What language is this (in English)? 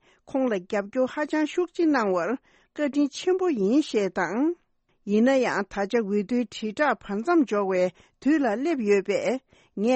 Tibetan